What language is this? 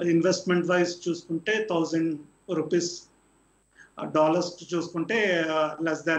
Telugu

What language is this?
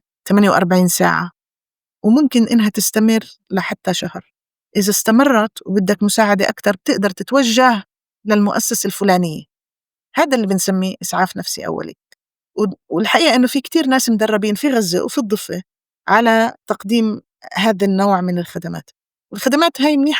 North Levantine Arabic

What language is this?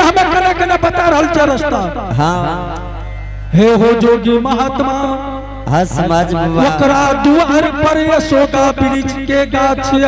Angika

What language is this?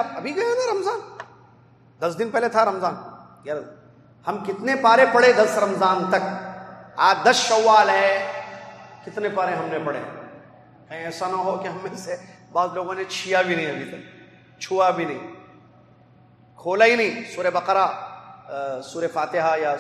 Urdu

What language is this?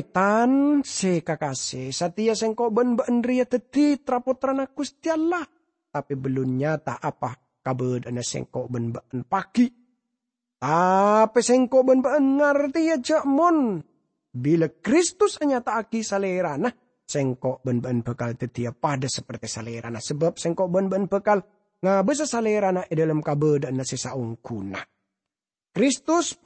Madurese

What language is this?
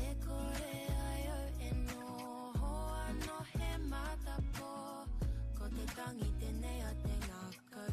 Māori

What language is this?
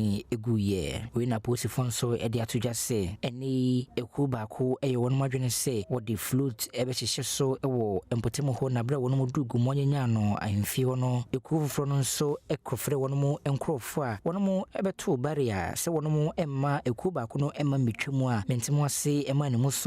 Akan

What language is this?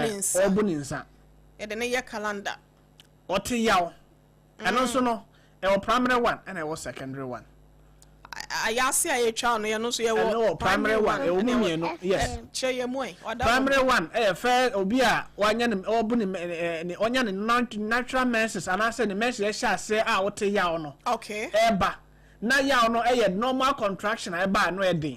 Akan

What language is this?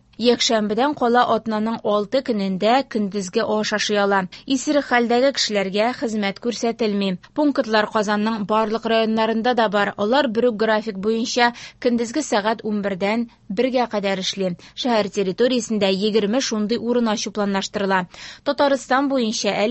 Tatar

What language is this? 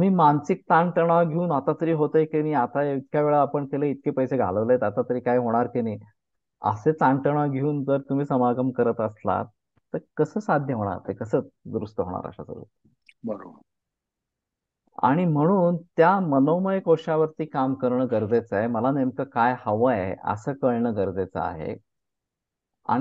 Marathi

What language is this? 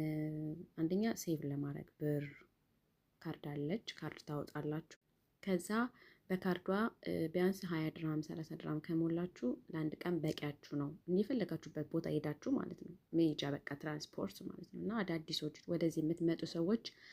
Amharic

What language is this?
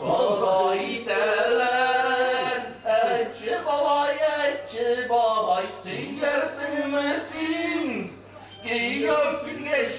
Tatar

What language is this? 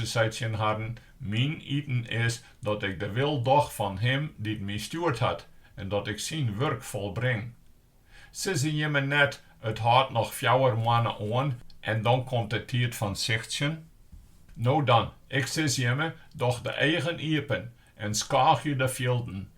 Western Frisian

